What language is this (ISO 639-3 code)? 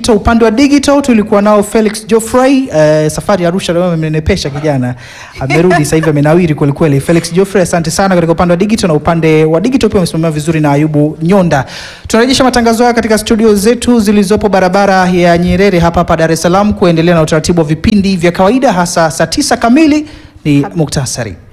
swa